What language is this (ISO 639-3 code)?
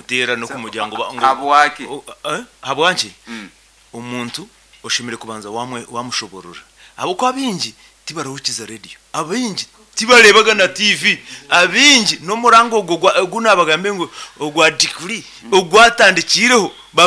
nyn